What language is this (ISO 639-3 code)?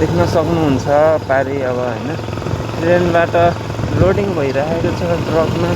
nep